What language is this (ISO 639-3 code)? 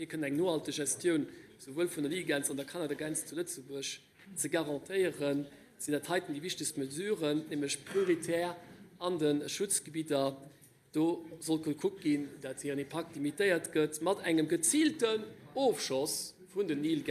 ltz